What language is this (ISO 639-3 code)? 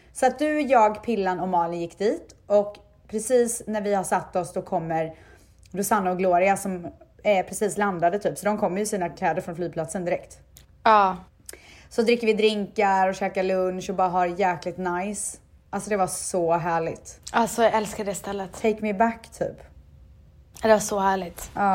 swe